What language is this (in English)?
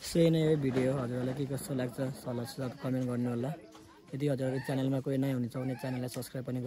Nepali